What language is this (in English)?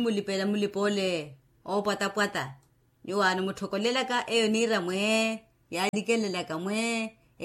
Makhuwa